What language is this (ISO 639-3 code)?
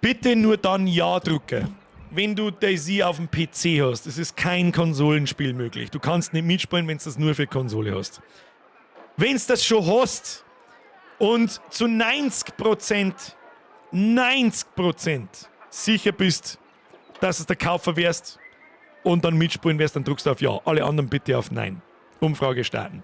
bar